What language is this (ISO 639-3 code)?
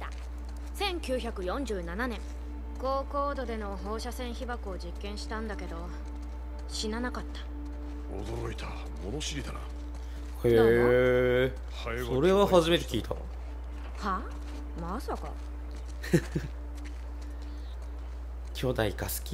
jpn